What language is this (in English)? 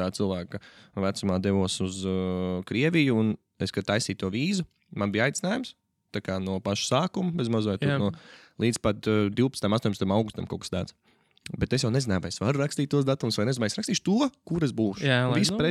Latvian